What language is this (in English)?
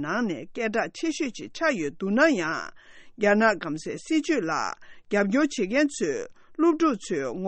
Tibetan